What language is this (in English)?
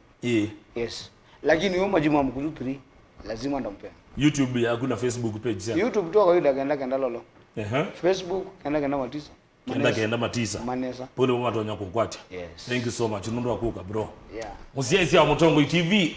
Kamba